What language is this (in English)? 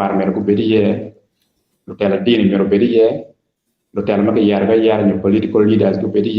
Acoli